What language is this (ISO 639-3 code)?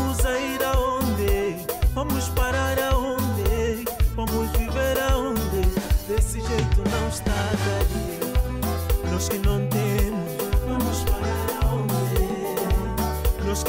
por